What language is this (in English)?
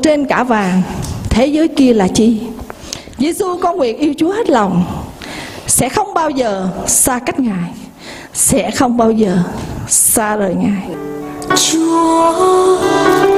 Vietnamese